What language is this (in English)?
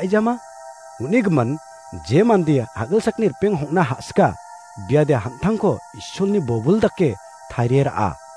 Garo